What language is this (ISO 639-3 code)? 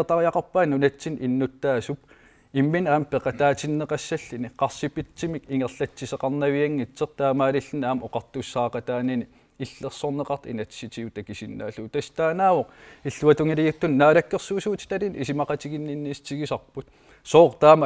kal